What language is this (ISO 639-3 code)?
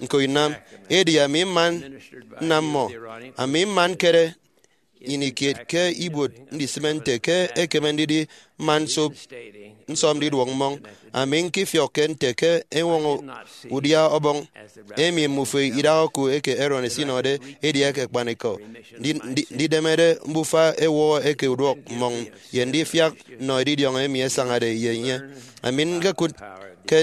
efi